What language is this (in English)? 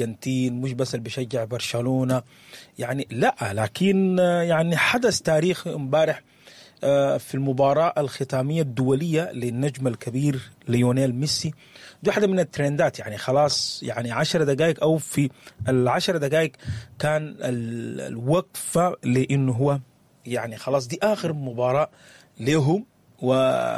Sudanese Arabic